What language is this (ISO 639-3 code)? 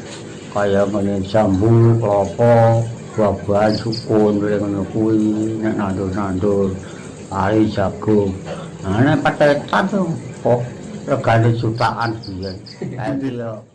jav